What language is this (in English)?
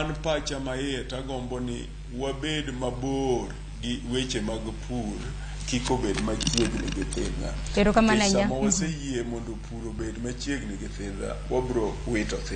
Luo (Kenya and Tanzania)